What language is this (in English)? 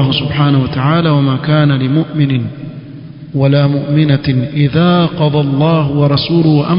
Swahili